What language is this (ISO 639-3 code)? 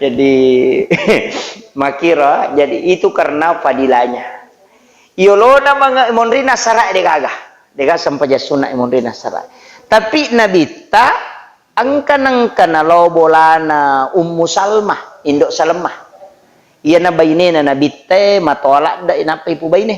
bug